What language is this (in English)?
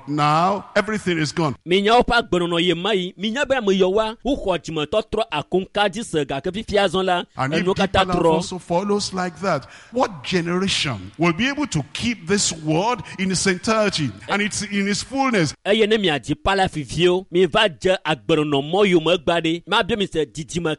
Ewe